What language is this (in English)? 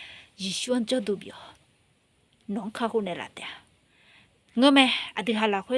Akha